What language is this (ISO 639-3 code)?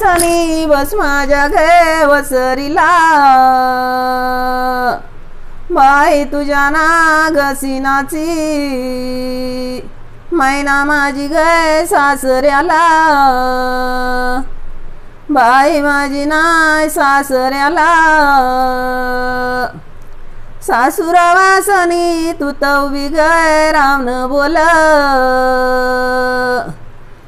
mar